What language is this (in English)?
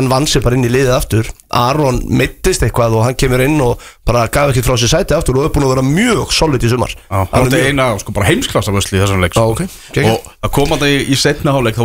Icelandic